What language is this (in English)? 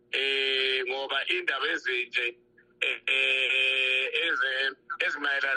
North Ndebele